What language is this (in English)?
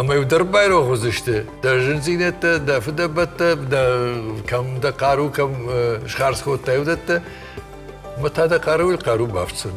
Ossetic